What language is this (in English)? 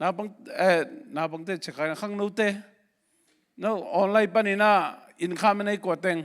Tedim Chin